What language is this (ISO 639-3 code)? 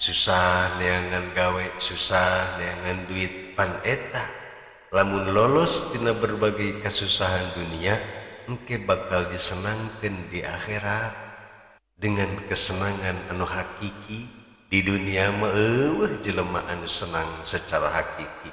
sun